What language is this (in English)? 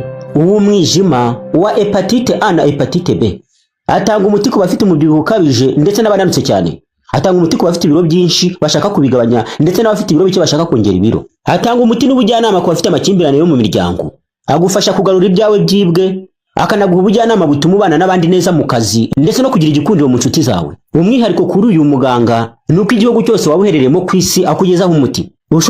Kinyarwanda